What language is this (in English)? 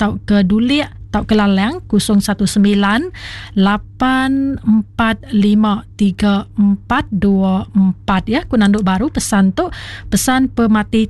Iban